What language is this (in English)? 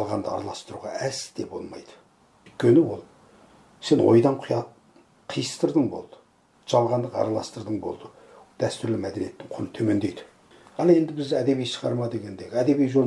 Kazakh